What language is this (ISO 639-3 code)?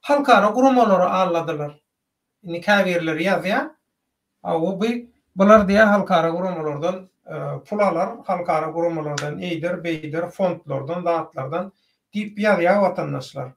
tuk